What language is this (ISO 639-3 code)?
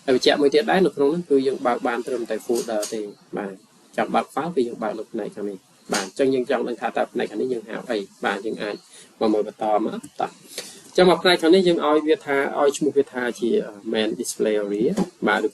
khm